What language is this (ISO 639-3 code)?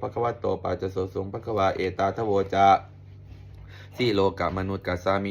pli